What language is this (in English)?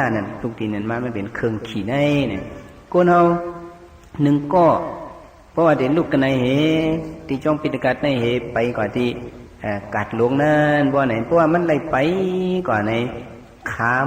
Shan